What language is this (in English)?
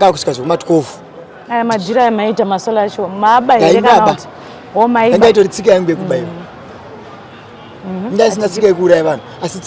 Shona